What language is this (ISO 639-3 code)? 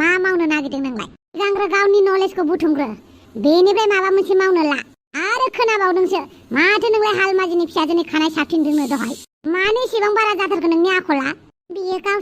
brx